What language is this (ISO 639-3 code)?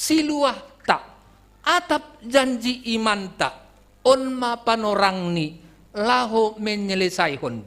bts